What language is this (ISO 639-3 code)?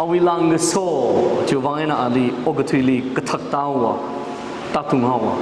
nmf